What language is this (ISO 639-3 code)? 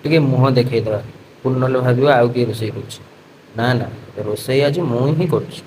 ori